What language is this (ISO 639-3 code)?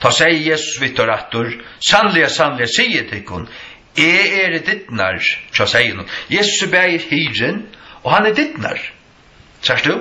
fao